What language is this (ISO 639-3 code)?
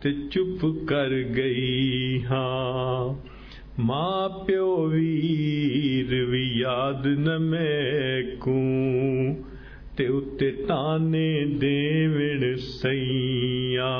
skr